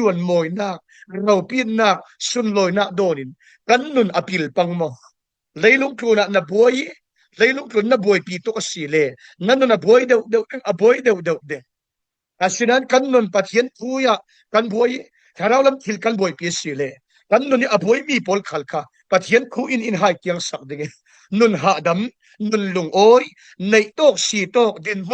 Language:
Falam Chin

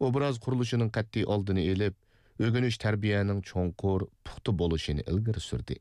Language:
Uyghur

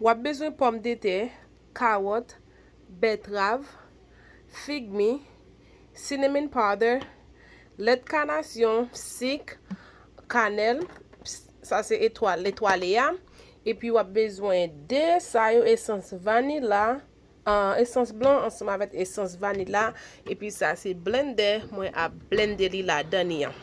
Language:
Haitian Creole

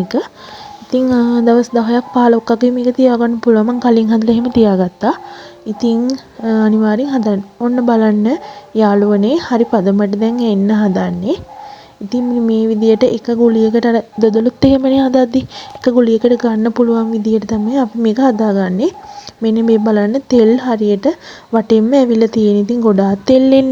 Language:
Sinhala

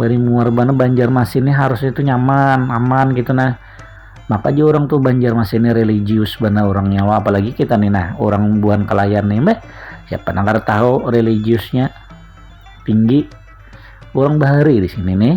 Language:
Banjar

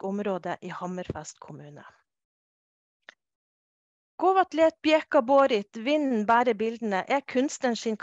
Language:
Norwegian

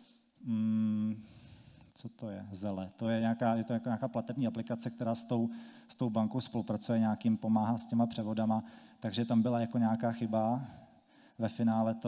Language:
Czech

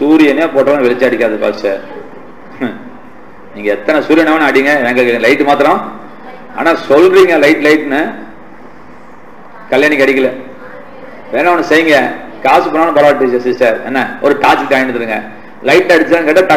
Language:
Tamil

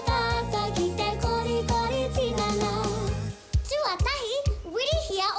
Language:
Māori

